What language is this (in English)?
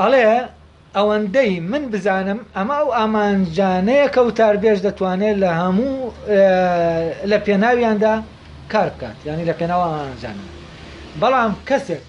Central Kurdish